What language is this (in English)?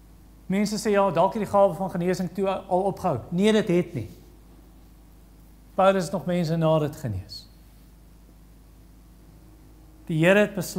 Afrikaans